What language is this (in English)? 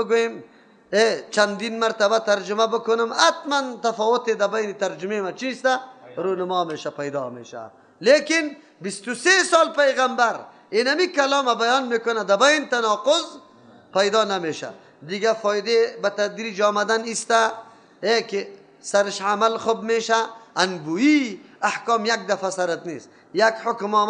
Persian